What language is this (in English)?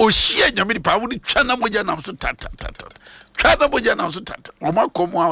Akan